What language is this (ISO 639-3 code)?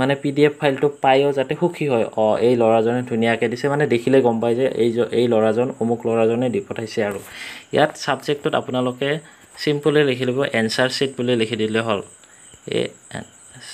asm